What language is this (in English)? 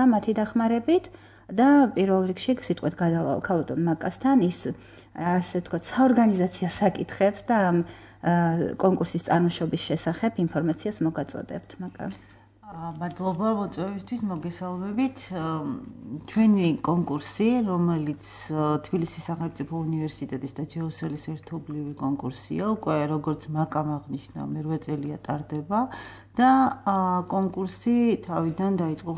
Georgian